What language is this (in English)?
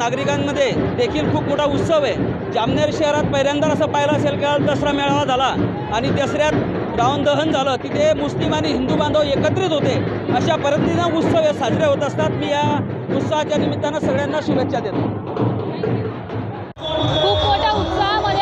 Marathi